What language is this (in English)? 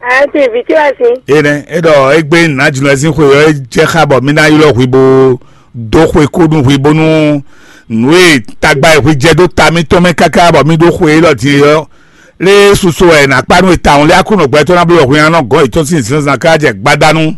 Fon